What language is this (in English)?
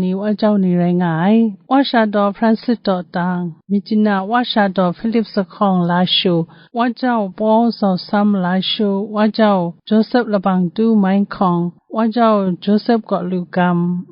Kachin